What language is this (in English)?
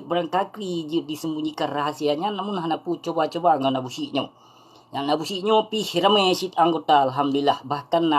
Achinese